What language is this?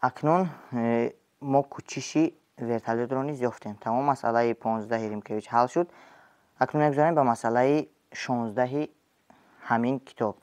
Tajik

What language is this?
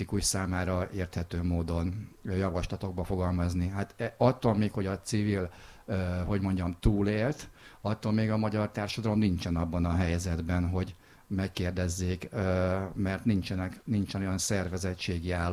Hungarian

